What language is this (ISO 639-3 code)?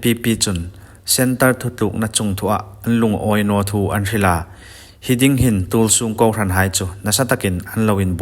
hmr